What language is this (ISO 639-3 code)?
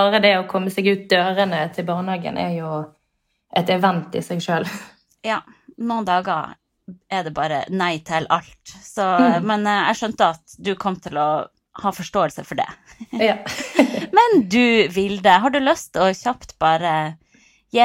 nor